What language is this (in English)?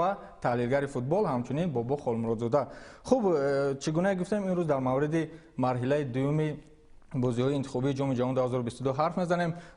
Tajik